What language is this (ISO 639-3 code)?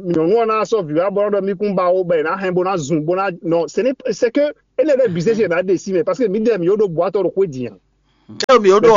fon